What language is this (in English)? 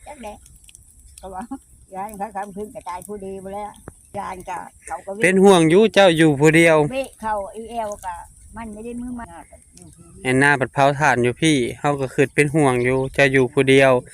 Northeastern Thai